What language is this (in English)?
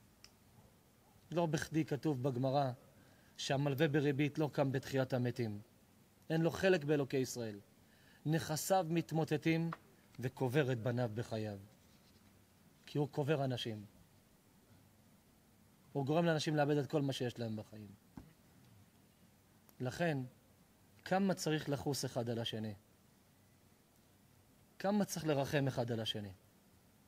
Hebrew